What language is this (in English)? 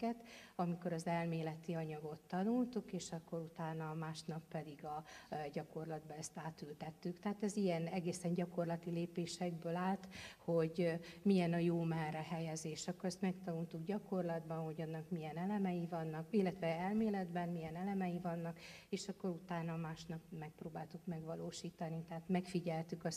Hungarian